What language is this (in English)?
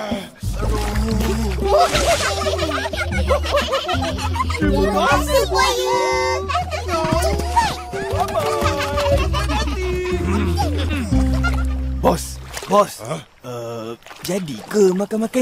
Malay